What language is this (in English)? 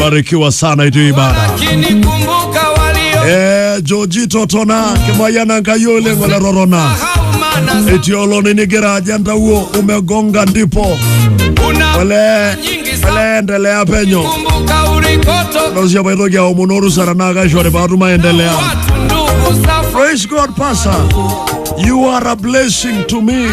Masai